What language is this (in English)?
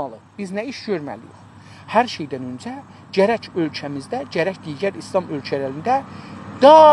South Azerbaijani